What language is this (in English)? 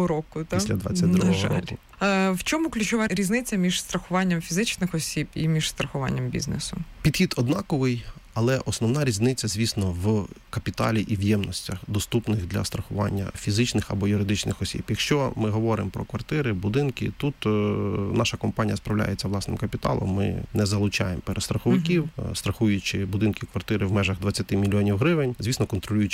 Ukrainian